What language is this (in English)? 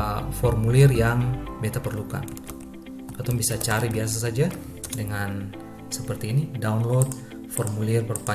Ambonese Malay